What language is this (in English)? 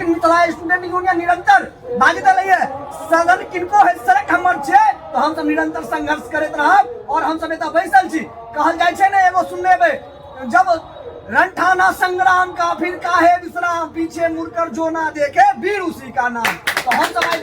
Maithili